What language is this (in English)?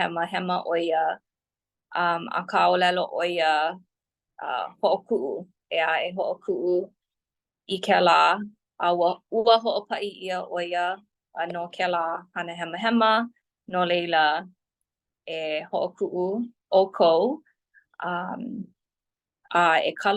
Hawaiian